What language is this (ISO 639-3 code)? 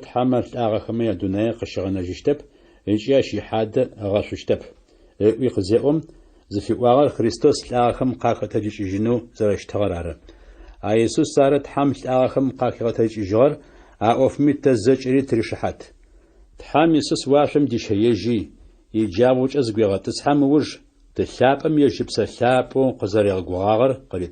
ady